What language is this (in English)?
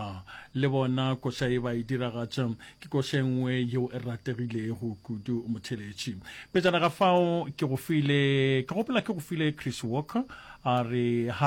Northern Sotho